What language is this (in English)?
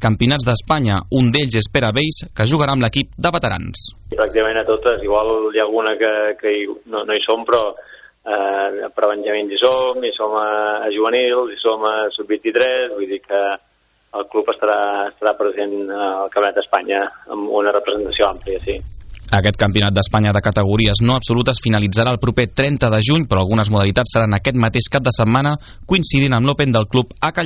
Catalan